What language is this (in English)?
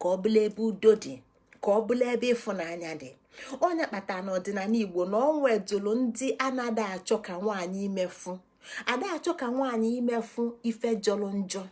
Igbo